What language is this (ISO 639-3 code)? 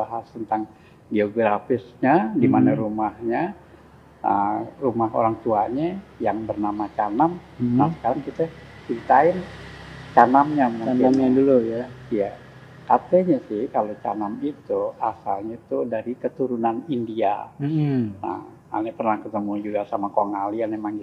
bew